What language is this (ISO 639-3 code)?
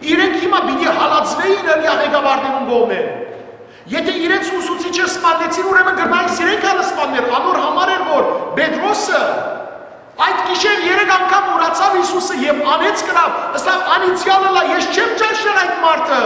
hyw